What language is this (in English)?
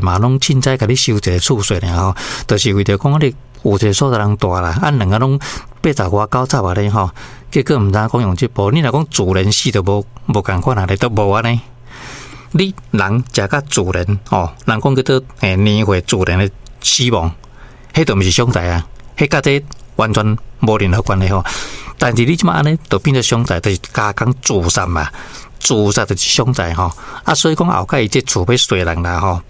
Min Nan Chinese